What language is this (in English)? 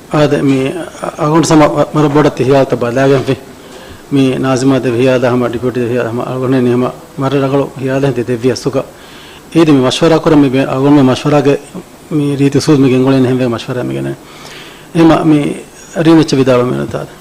Divehi